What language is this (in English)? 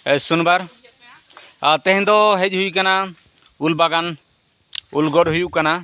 Santali